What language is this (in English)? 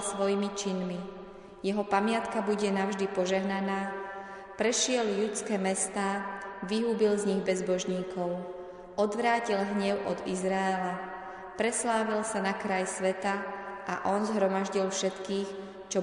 Slovak